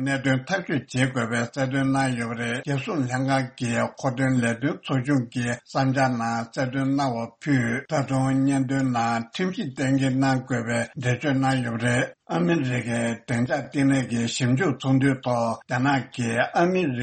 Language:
Tibetan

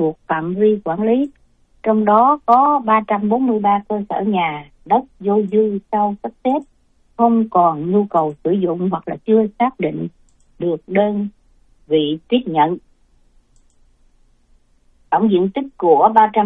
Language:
Vietnamese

